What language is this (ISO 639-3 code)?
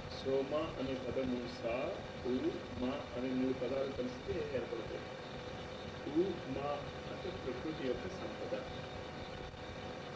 tel